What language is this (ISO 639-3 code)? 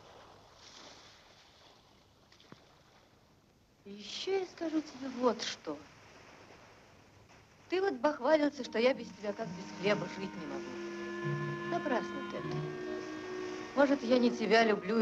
rus